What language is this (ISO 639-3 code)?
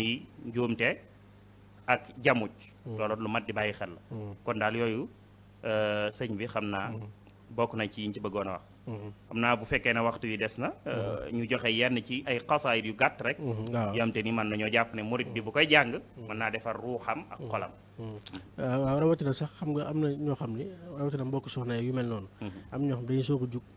wol